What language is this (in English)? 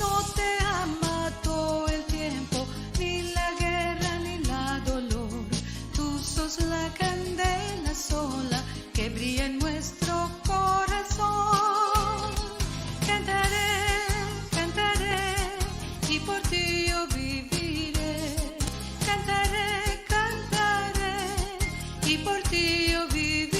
Ladino